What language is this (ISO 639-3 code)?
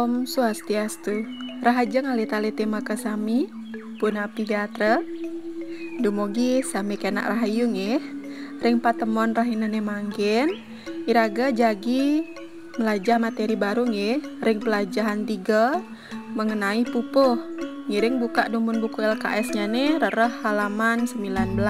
ban